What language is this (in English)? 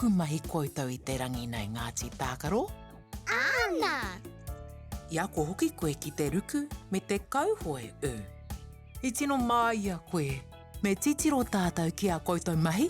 Māori